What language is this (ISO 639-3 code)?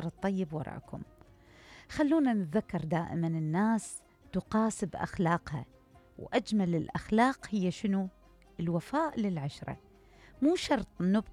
acm